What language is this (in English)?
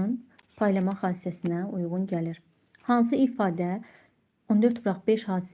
Azerbaijani